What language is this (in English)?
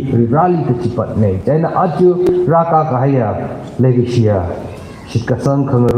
Tangkhul Naga (India)